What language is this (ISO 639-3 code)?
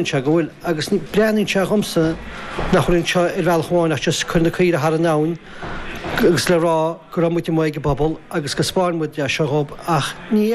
gle